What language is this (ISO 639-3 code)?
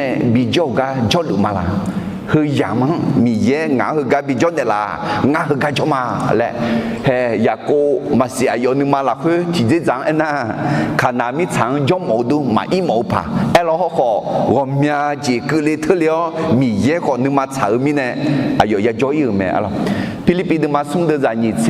ahk